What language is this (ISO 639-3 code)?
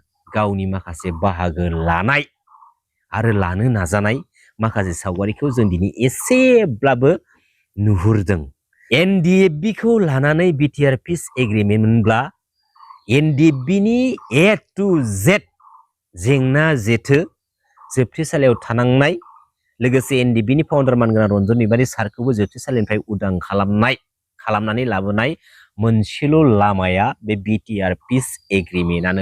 brx